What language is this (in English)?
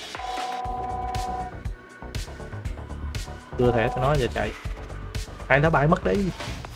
Vietnamese